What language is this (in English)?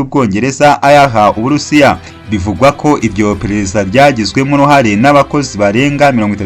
Kinyarwanda